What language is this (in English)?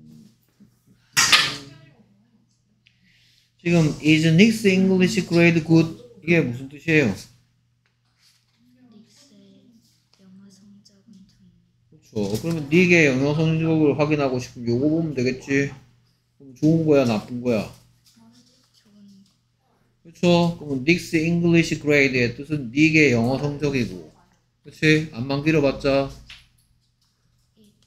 Korean